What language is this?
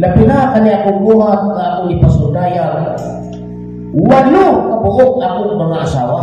Cebuano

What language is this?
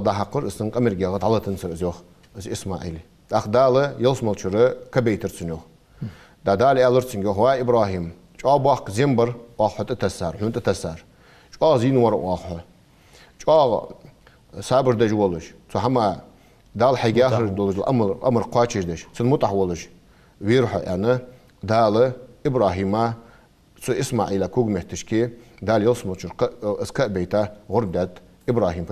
Ingush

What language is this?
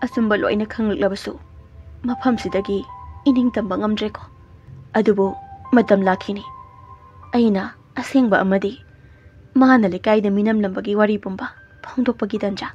Manipuri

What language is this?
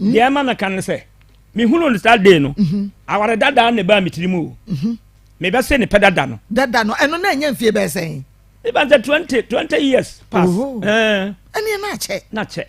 Akan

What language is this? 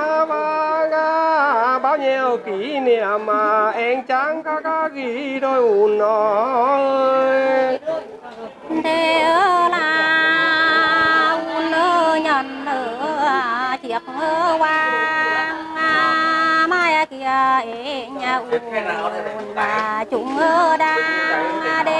Vietnamese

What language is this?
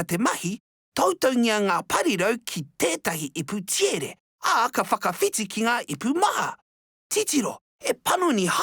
Māori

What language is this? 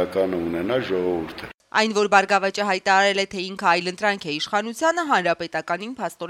Armenian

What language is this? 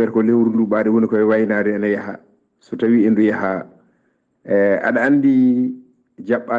Fula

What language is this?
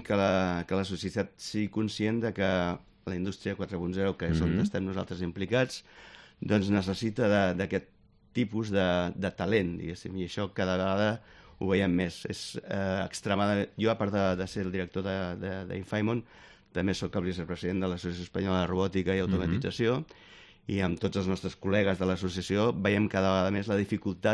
Catalan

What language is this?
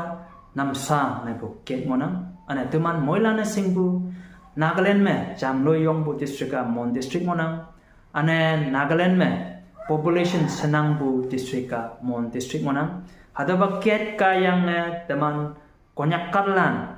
Konyak Naga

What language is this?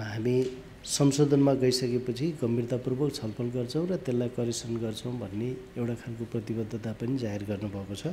Nepali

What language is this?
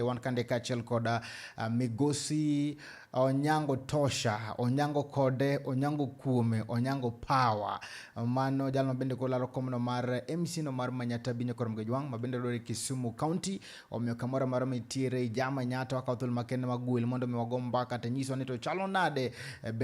Luo (Kenya and Tanzania)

